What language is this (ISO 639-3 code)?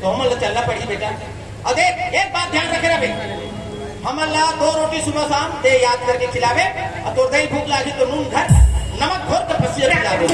hne